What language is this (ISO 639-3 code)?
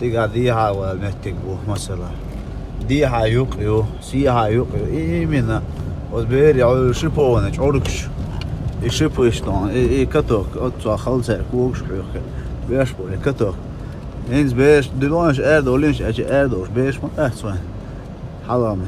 che